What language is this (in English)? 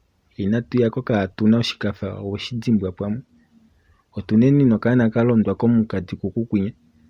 Kuanyama